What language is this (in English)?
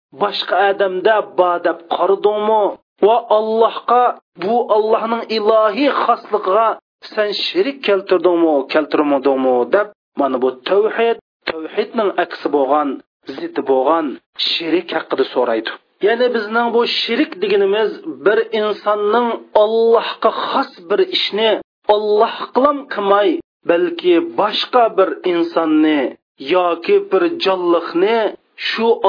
Uyghur